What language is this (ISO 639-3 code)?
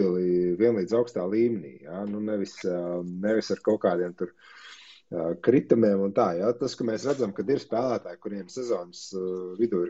lav